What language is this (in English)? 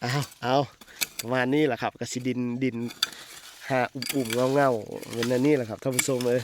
Northeastern Thai